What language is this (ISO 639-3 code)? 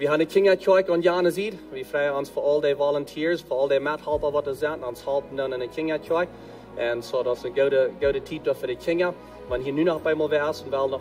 pdt